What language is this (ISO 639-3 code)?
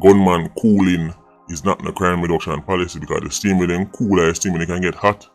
jam